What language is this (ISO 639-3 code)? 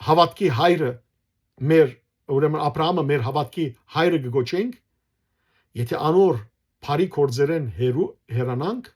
hyw